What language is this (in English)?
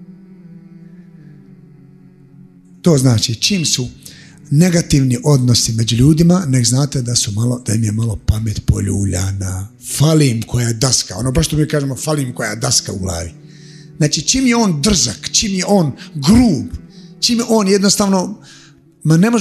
Bosnian